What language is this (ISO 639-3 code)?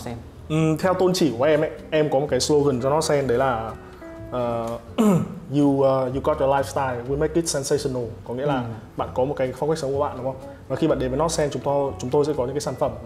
vie